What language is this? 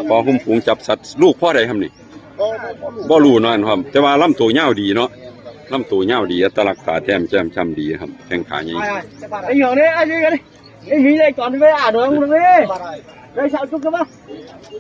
Northeastern Thai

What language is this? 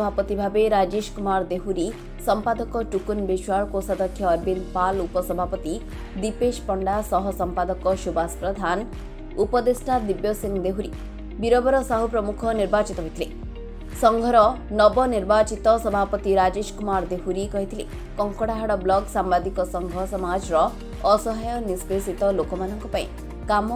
Odia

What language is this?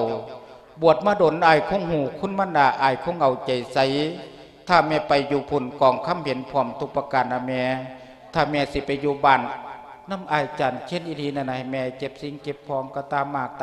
Lao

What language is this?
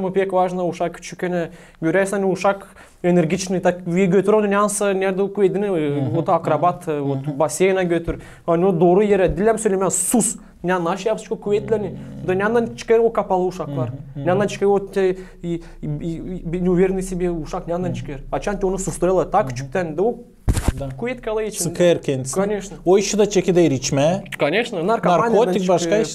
Gagauz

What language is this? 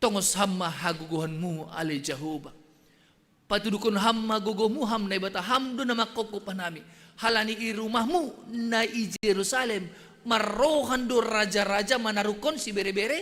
Batak Simalungun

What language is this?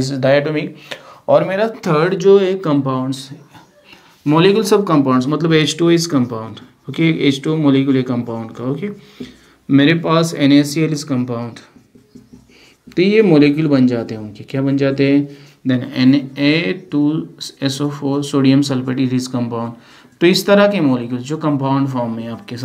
Hindi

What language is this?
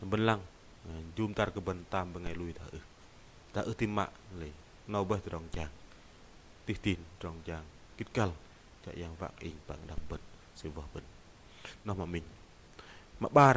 Bahnar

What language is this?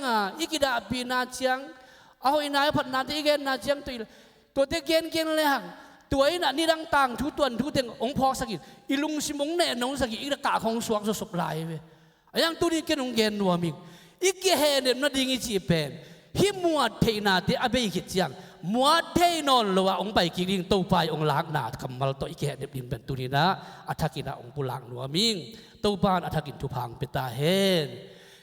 Tedim Chin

